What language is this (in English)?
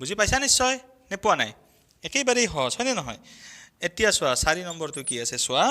Assamese